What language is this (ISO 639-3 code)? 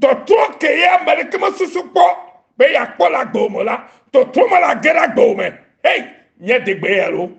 ewe